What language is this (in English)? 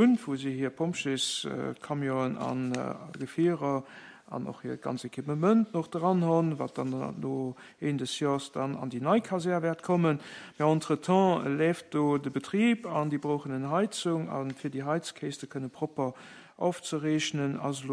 Luxembourgish